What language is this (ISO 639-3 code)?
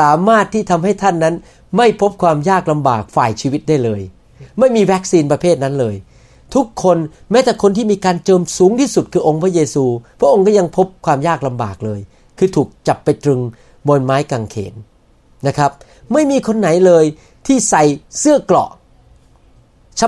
tha